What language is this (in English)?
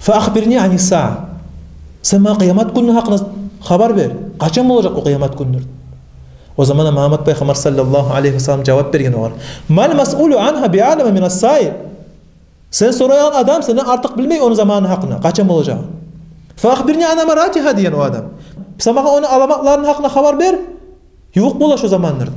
Kumyk